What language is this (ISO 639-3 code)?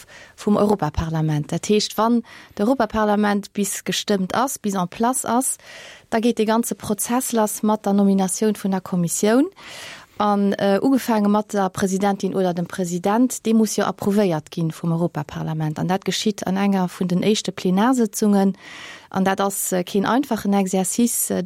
ltz